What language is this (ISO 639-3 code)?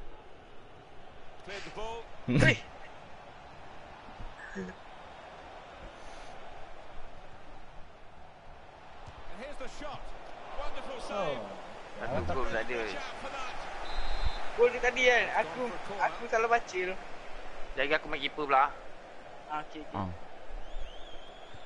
msa